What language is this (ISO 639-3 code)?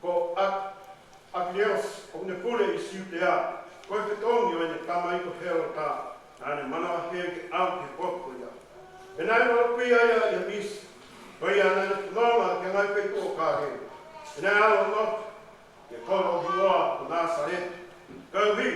ton